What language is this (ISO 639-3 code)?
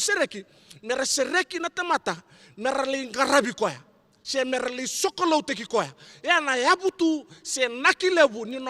fij